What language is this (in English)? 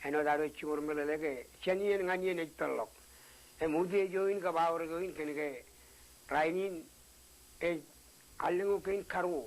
Marshallese